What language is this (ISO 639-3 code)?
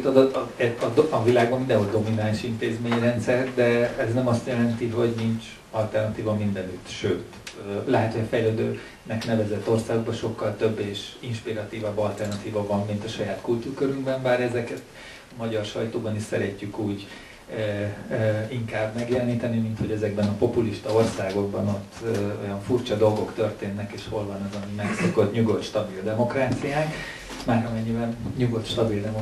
hun